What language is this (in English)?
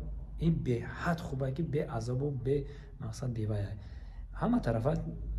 Tajik